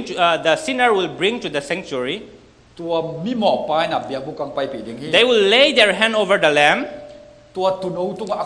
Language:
Tedim Chin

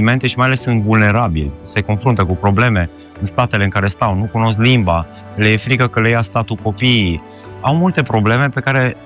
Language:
Romanian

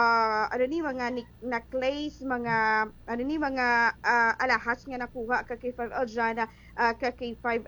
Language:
Hiligaynon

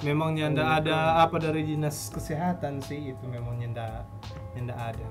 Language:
Manado Malay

